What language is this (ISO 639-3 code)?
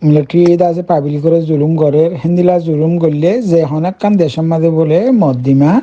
rhg